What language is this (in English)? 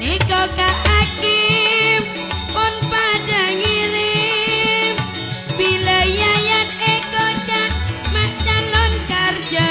Madurese